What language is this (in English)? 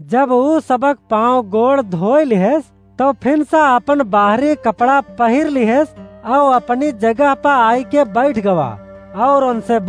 Awadhi